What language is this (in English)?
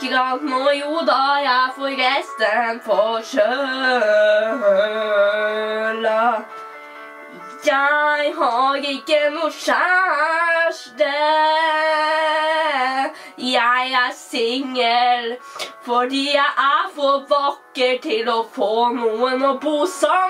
Norwegian